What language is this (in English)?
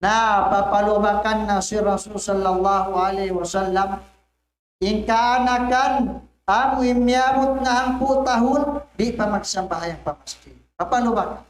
Tausug